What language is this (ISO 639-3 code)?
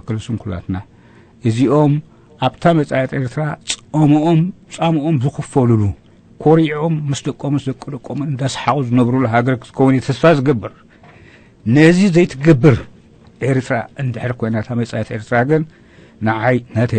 tir